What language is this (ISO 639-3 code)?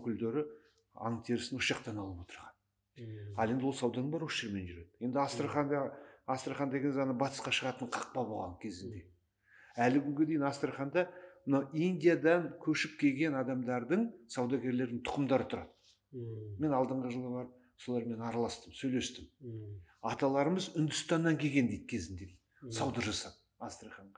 kaz